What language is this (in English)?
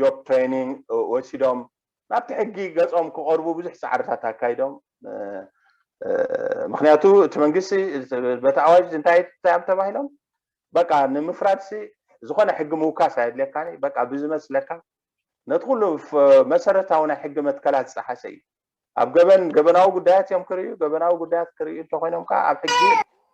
Tigrinya